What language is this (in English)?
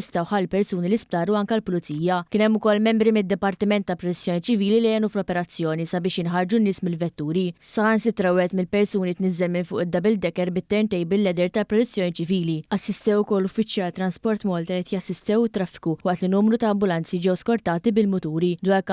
Maltese